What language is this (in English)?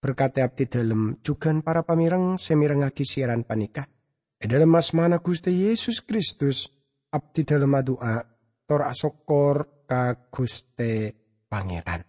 Madurese